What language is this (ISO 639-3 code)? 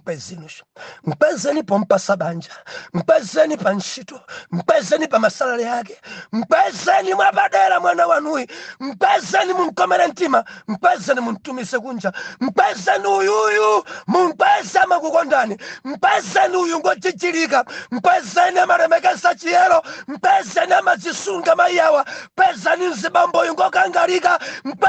nya